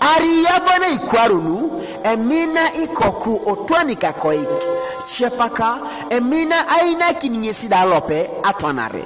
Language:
Teso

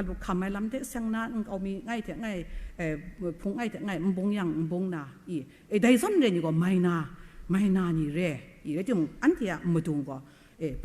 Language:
Kachin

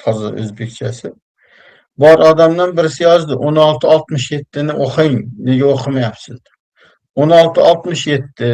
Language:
Uzbek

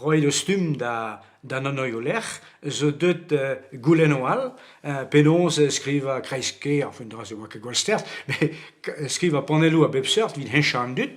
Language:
Breton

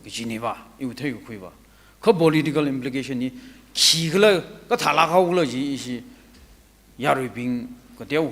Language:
Tangkhul Naga (India)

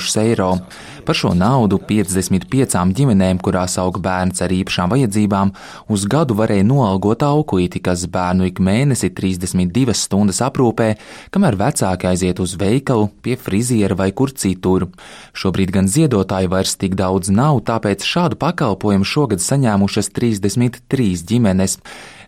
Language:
Latvian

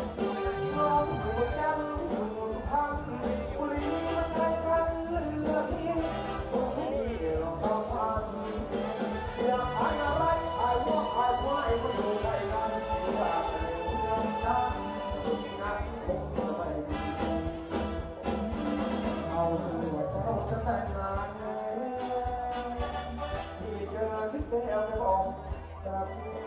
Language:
Thai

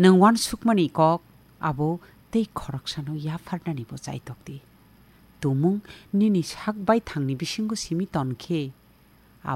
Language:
Kok Borok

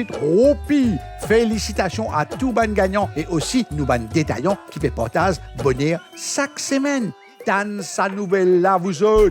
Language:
Morisyen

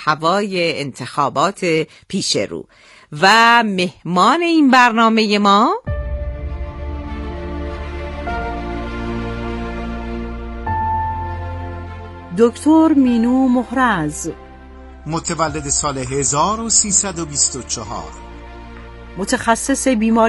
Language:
Persian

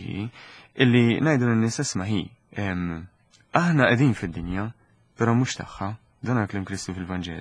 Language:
Maltese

